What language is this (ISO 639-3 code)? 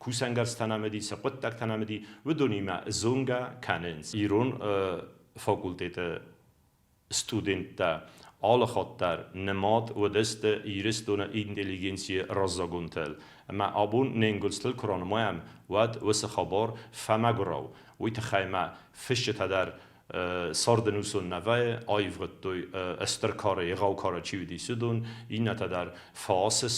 oss